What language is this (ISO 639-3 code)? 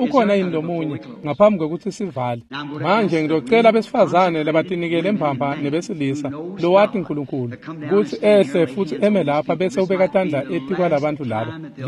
ssw